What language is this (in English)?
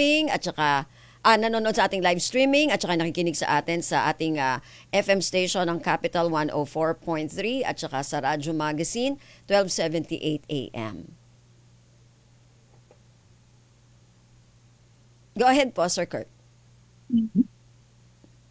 Filipino